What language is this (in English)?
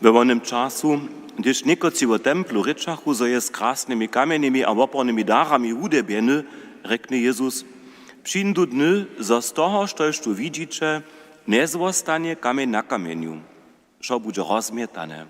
Upper Sorbian